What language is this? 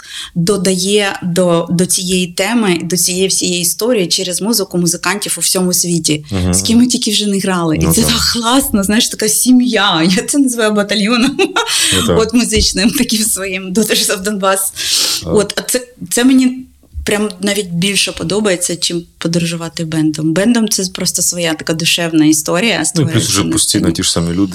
Ukrainian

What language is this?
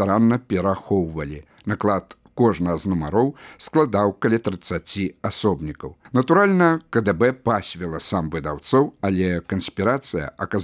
Belarusian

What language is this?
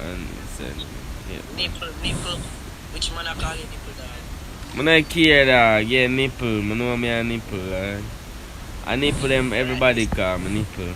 Jamaican Creole English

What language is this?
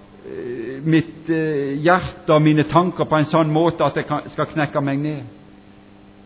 Norwegian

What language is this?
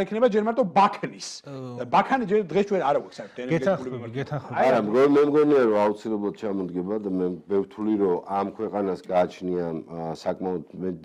Georgian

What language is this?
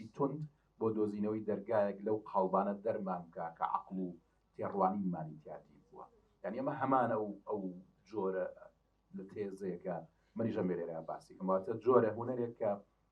Central Kurdish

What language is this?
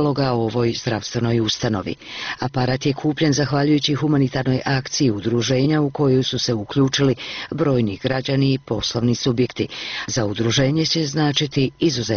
Bosnian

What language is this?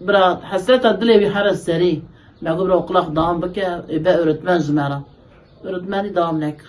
Kurdish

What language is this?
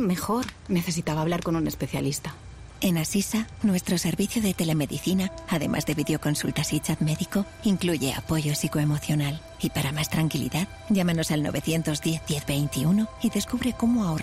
Spanish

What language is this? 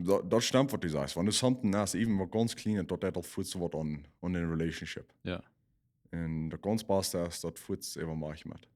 Plautdietsch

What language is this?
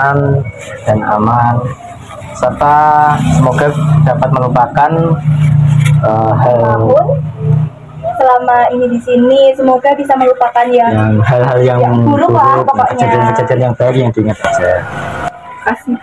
Indonesian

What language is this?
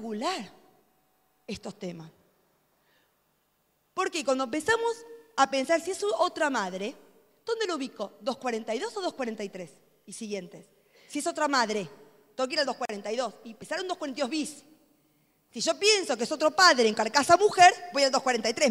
Spanish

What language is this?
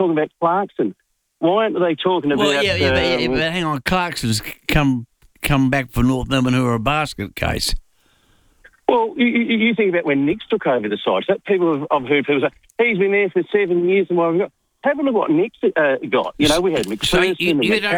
English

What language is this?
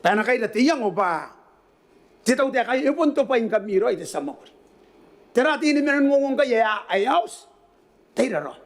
Gilbertese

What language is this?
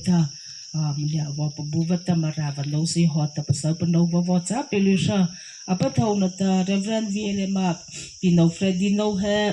Mara Chin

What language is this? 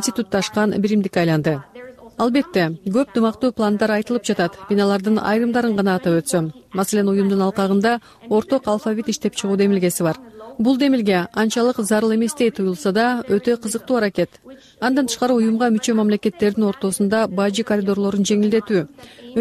Kyrgyz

